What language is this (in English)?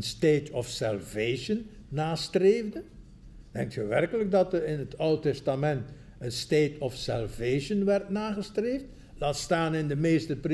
Dutch